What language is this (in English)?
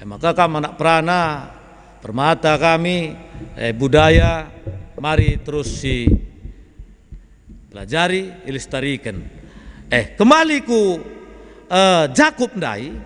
Batak Karo